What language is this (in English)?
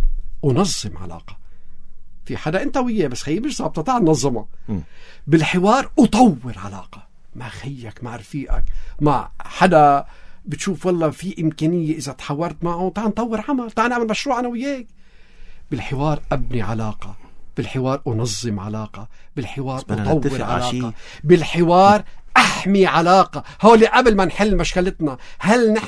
North Levantine Arabic